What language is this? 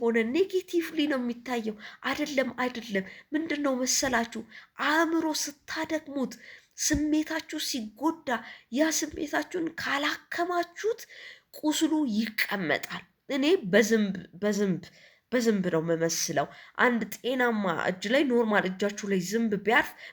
Amharic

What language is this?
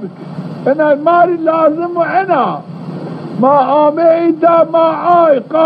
Zaza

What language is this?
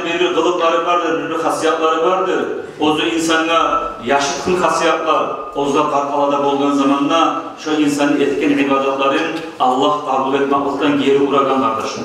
Kumyk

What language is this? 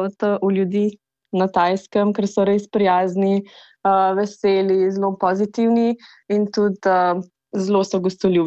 Slovenian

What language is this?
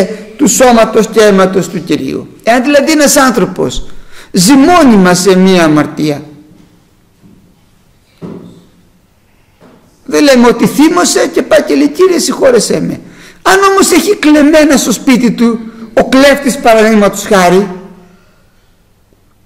Greek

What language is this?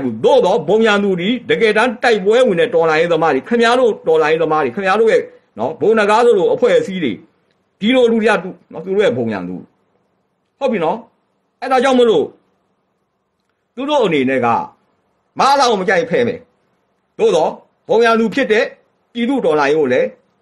Burmese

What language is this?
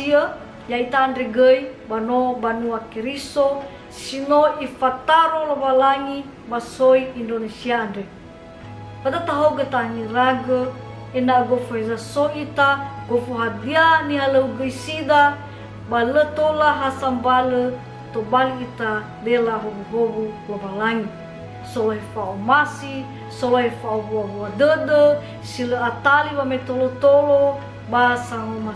Nias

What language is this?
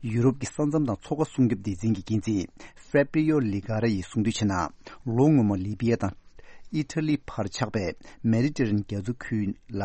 Tibetan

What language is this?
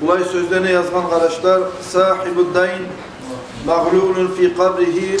Kumyk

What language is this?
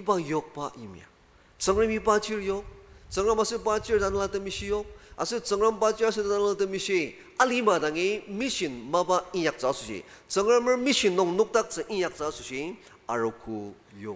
Ao Naga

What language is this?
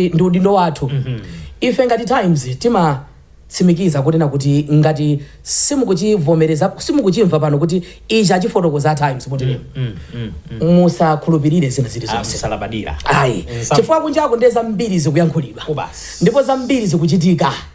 Nyanja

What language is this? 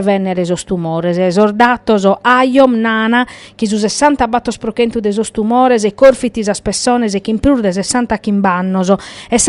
Sardinian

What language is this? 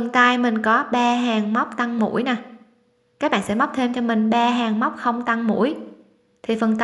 Vietnamese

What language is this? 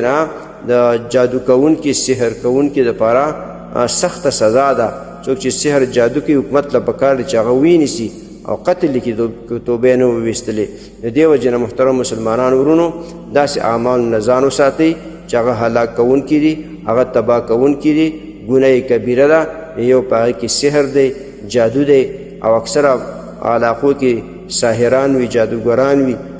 Pashto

